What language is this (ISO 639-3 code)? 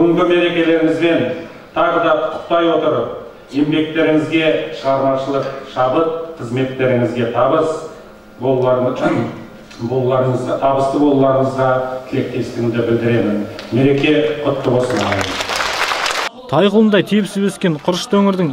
kaz